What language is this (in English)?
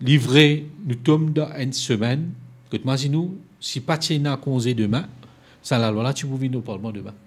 Morisyen